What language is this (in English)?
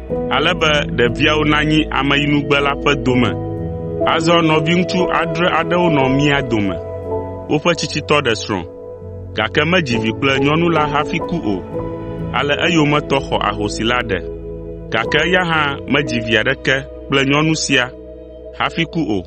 Ewe